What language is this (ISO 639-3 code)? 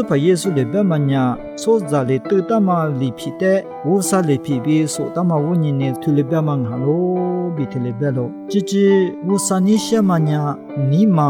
lis